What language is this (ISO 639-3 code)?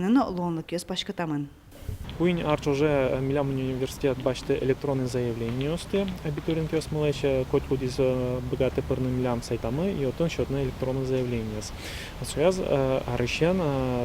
udm